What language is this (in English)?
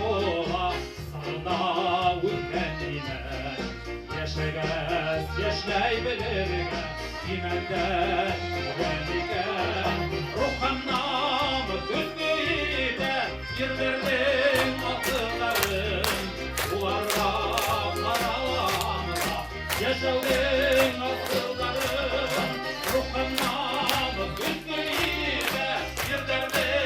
Bashkir